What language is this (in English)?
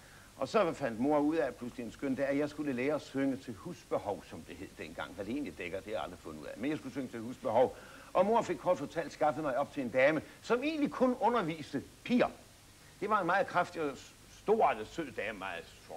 Danish